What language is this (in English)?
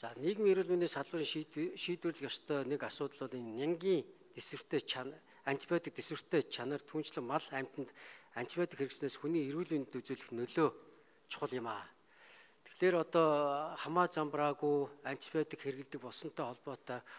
Mongolian